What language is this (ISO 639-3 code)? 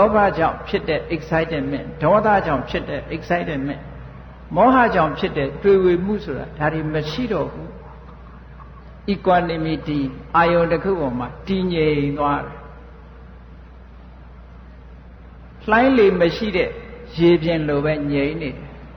mya